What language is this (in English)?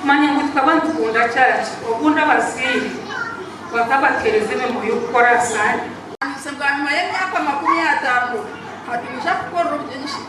Nyankole